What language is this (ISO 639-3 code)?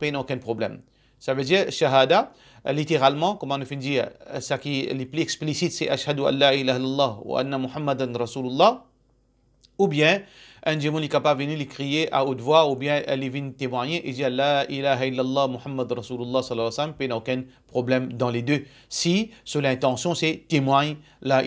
mfe